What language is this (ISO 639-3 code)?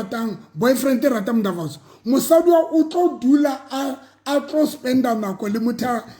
sot